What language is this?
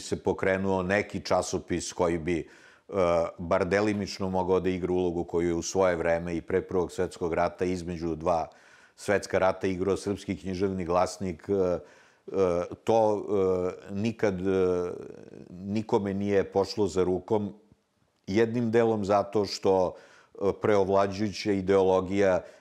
Serbian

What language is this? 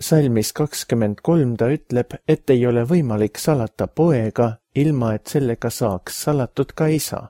Estonian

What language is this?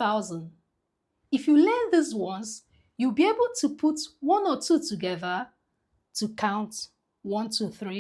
Igbo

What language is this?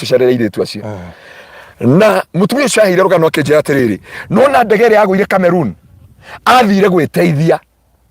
Kikuyu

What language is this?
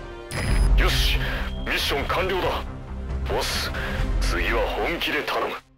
Japanese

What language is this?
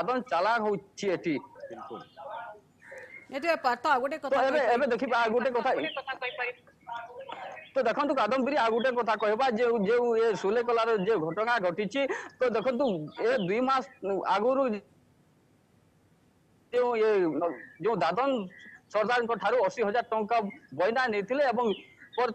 Odia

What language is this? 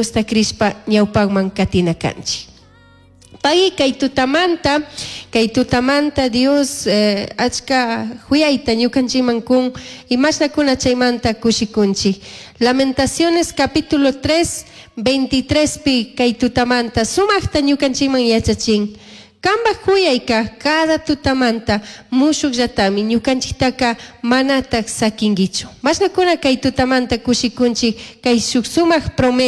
Chimborazo Highland Quichua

